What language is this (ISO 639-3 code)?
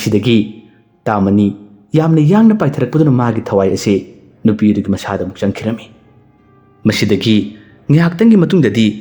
mni